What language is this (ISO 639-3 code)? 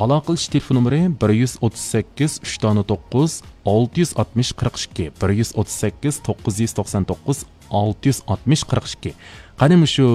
uig